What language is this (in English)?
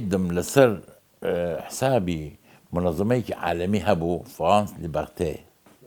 Central Kurdish